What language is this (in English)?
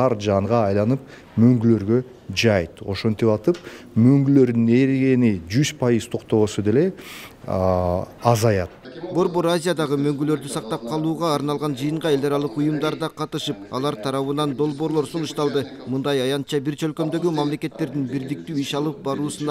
Kyrgyz